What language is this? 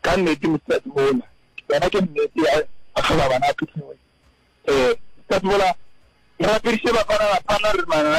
Northern Sotho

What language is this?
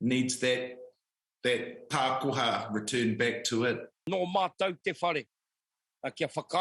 Māori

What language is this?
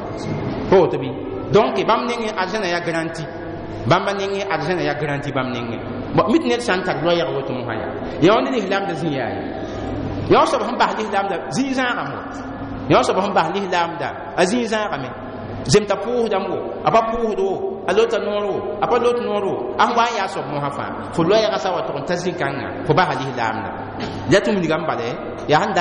Mossi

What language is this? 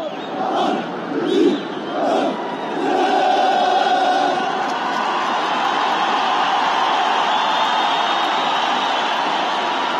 Kinyarwanda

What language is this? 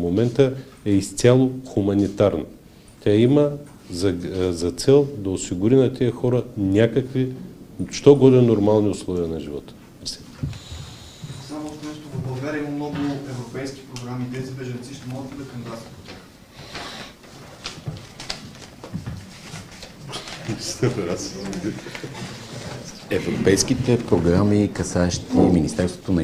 Bulgarian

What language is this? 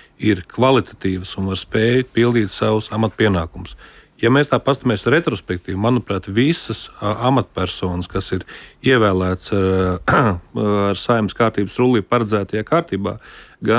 Latvian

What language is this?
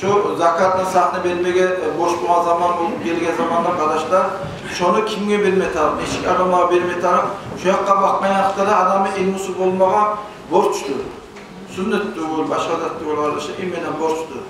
Kumyk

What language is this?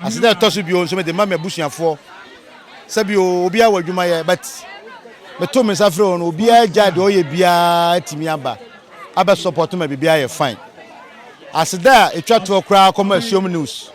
Akan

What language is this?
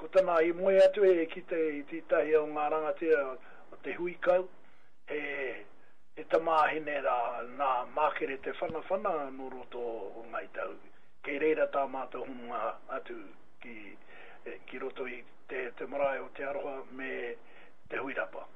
Māori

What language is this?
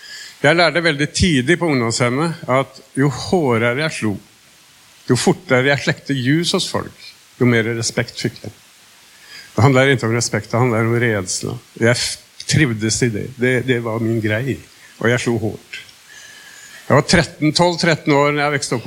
Swedish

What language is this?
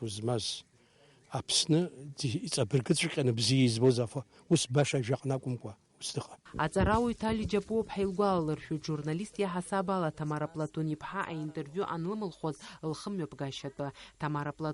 Abkhazian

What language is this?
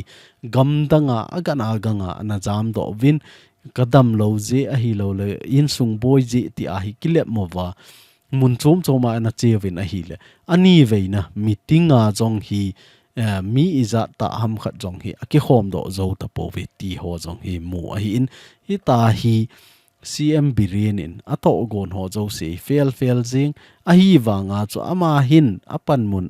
Thado Chin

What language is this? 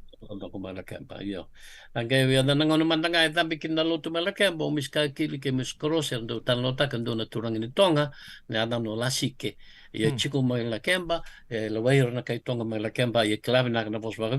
Fijian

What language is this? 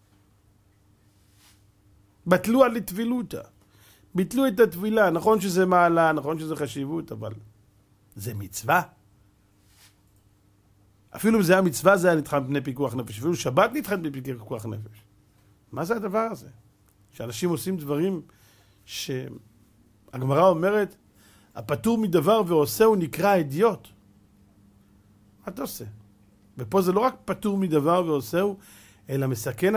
Hebrew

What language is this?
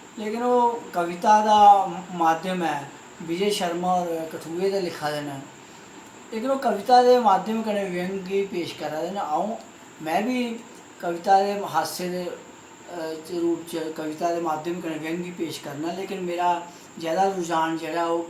Dogri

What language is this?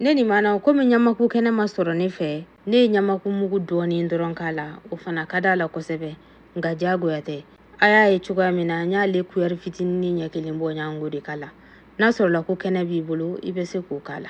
Bambara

